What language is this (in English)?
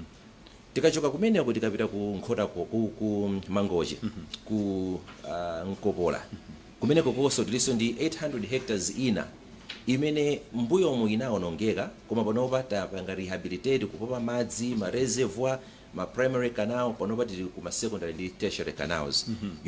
Nyanja